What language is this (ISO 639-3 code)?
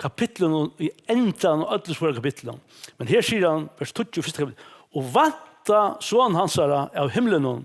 fao